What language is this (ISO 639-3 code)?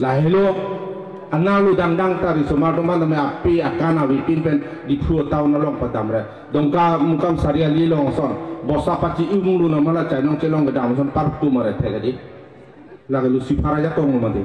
mjw